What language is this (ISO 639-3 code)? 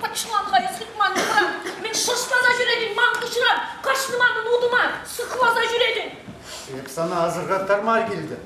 chv